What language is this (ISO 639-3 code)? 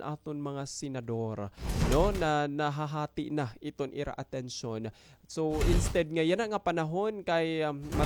war